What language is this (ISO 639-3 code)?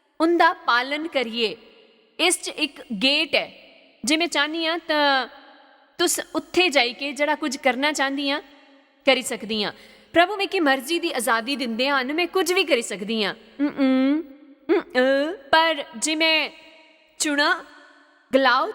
doi